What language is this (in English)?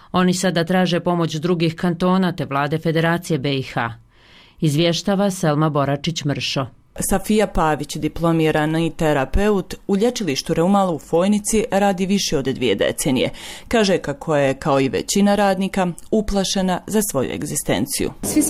Bosnian